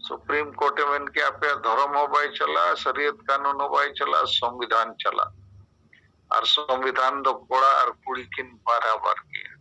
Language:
Santali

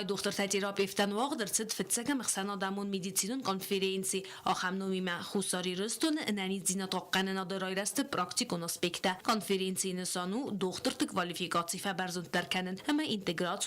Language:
Ossetic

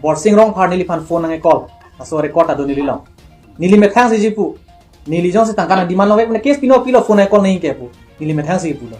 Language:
Karbi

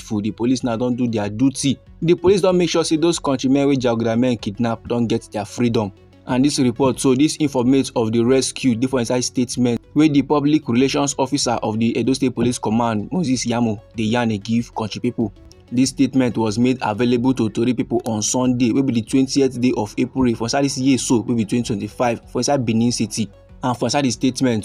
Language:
Nigerian Pidgin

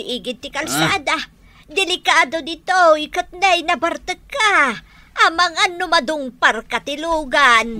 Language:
Iloko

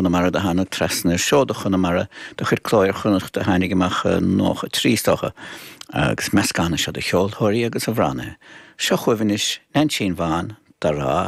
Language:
Irish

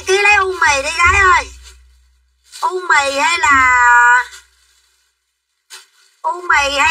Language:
Vietnamese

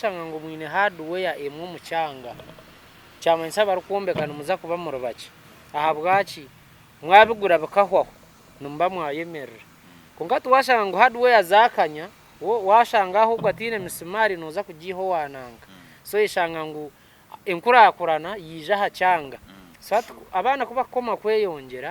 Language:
Nyankole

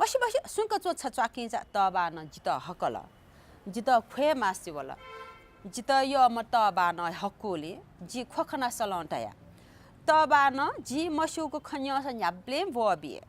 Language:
Newari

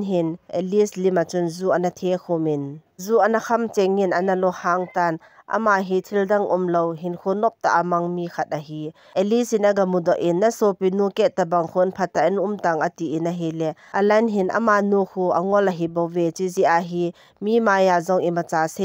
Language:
Thado Chin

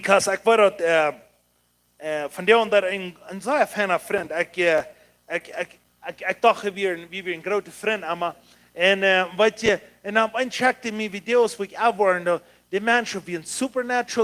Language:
Plautdietsch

